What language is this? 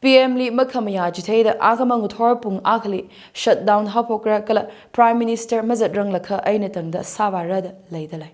Tangkhul Naga (India)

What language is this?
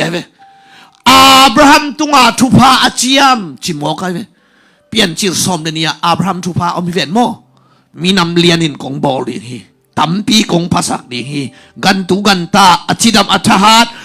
Tedim Chin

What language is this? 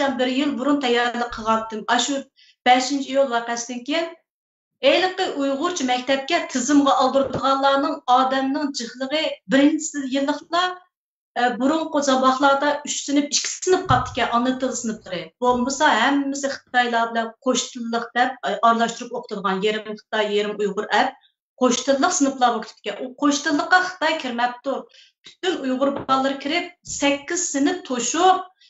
Uyghur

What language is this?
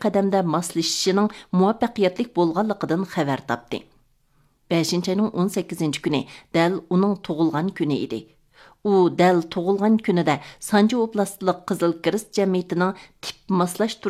Uyghur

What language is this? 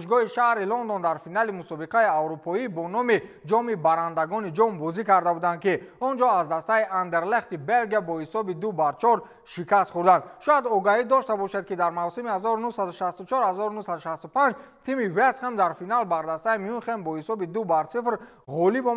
Tajik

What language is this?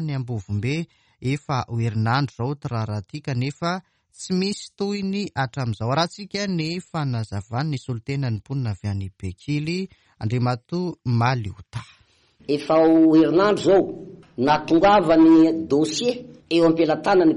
Malagasy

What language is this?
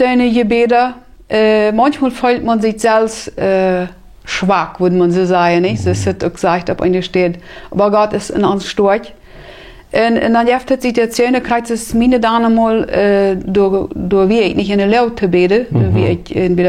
Plautdietsch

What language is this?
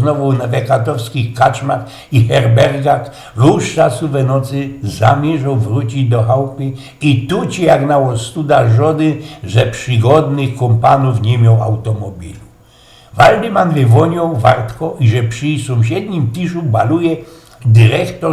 Silesian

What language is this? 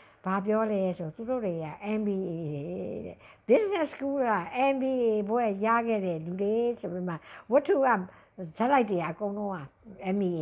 Burmese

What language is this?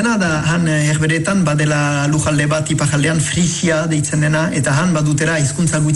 Basque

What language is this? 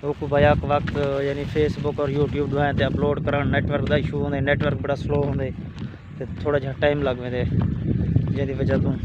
Saraiki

